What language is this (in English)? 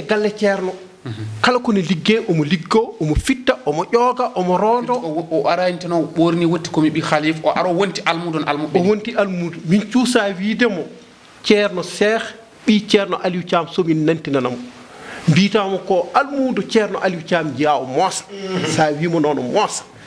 Fula